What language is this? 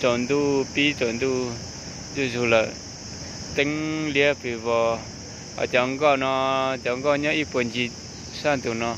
Hmong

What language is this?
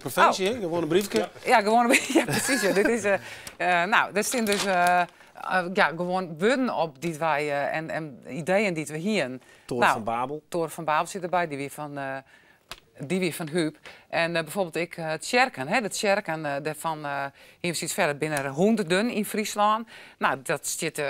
Western Frisian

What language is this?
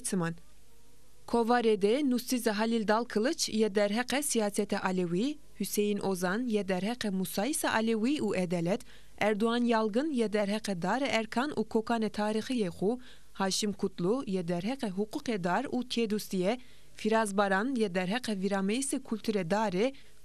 Zaza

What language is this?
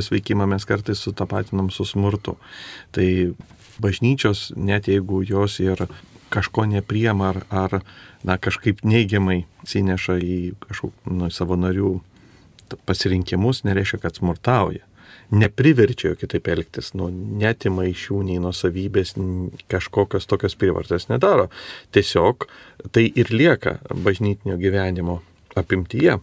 Lithuanian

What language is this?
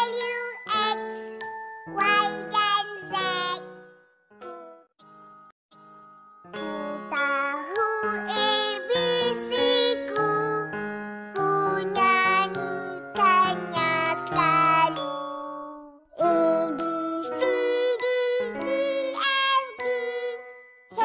Malay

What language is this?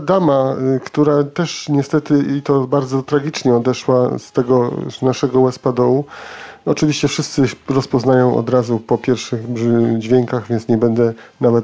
Polish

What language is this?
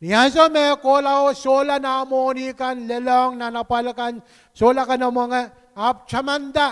Pohnpeian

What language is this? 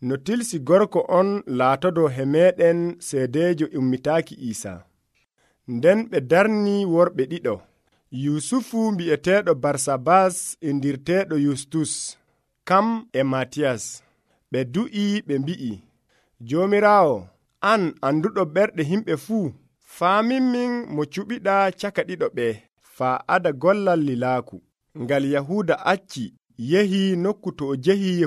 Nigerian Fulfulde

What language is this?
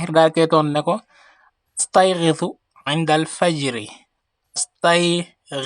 Wolof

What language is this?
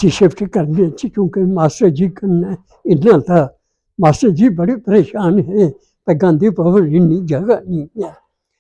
Dogri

